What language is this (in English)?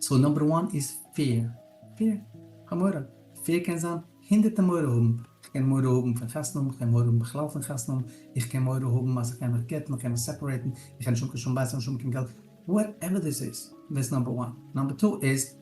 Yiddish